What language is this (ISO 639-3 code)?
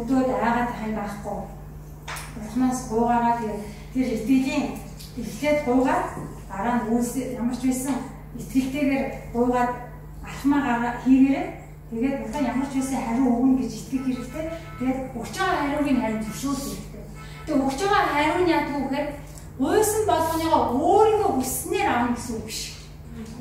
mon